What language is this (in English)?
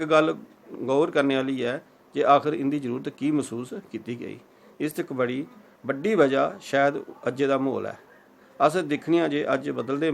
Dogri